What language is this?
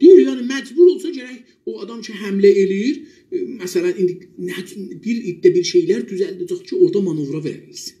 South Azerbaijani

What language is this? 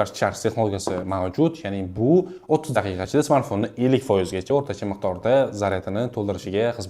Uzbek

